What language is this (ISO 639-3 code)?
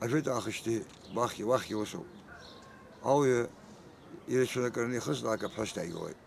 abk